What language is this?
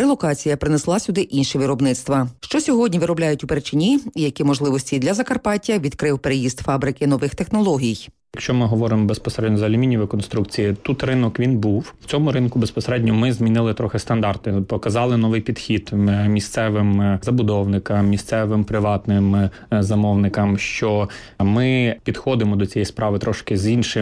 Ukrainian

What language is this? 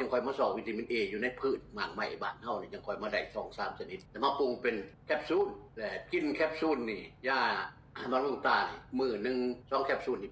Lao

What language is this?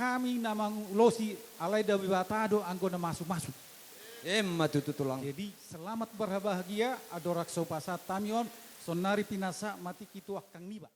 Batak Toba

